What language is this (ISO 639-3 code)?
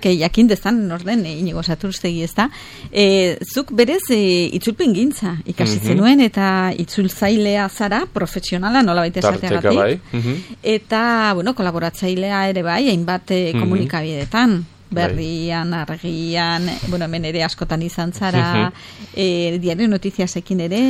eus